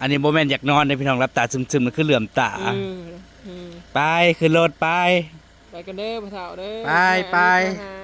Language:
Northeastern Thai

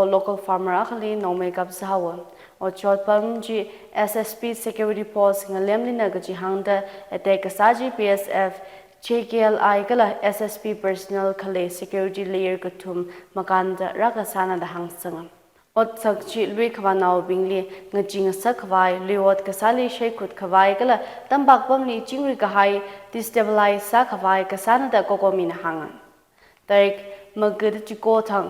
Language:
Tangkhul Naga (India)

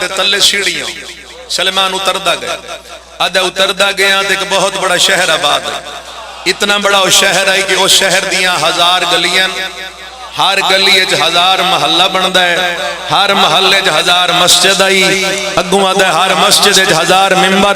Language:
Pahari-Potwari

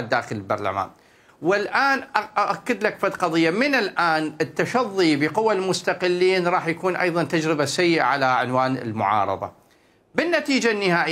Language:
Mesopotamian Arabic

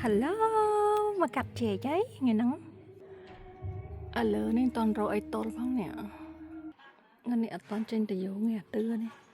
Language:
Khmer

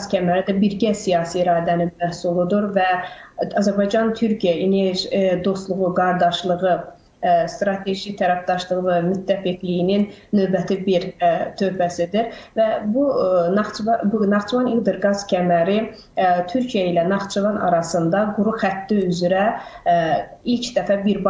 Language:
Azerbaijani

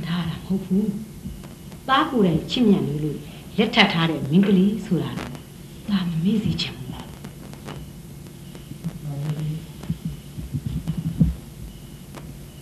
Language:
Burmese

